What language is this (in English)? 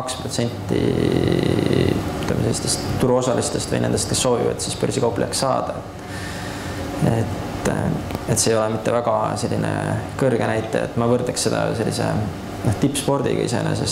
Estonian